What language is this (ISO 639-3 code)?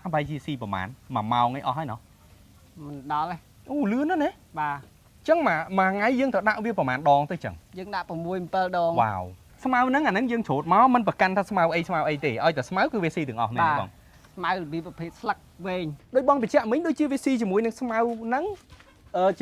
khm